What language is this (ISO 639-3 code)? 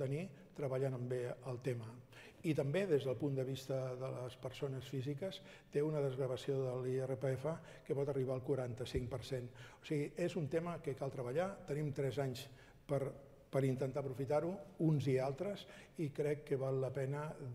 cat